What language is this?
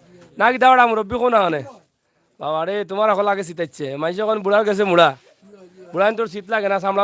Sylheti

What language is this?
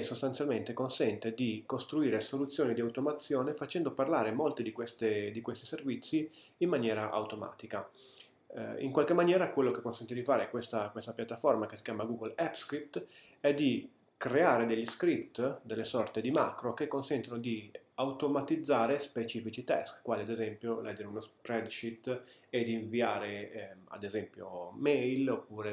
Italian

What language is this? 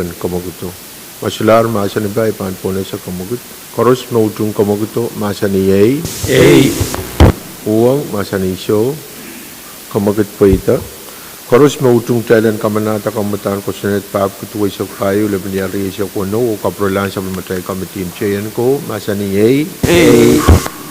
Pohnpeian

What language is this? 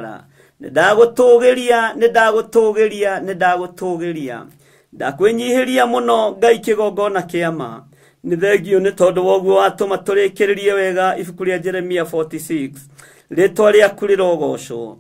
Kikuyu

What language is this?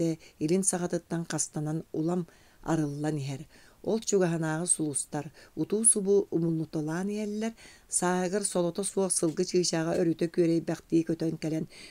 Yakut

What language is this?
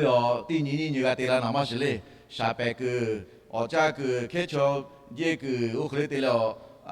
Lahu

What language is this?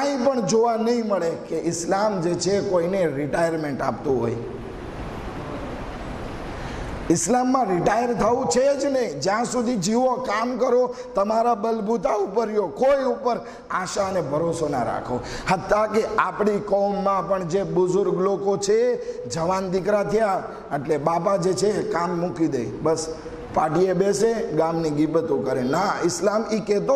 Gujarati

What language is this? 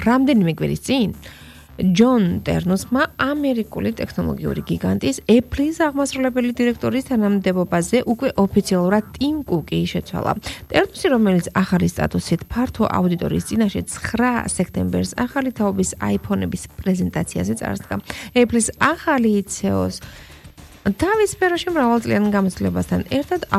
Georgian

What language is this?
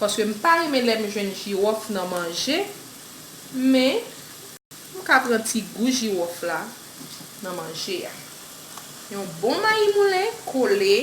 Haitian Creole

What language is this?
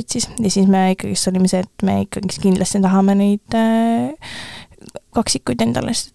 Estonian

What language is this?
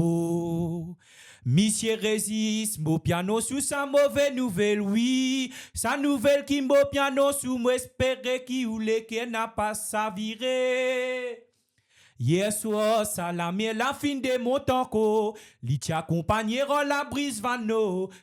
Morisyen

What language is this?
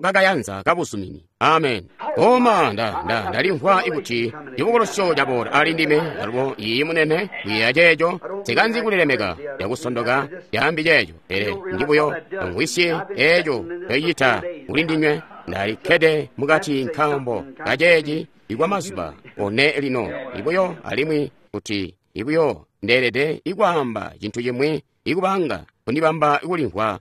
Tonga (Zambia)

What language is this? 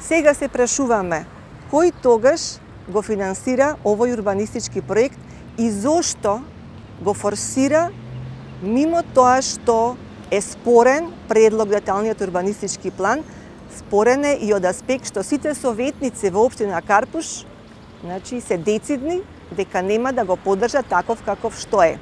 Macedonian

